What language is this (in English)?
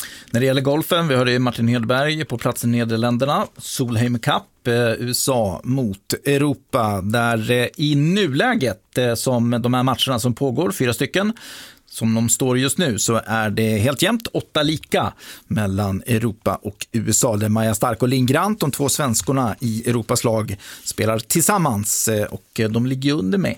Swedish